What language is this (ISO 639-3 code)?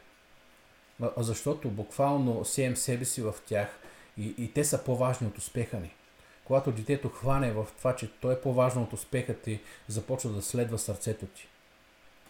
bul